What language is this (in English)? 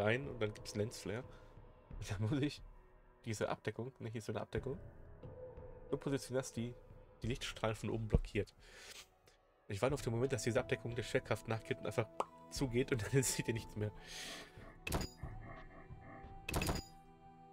German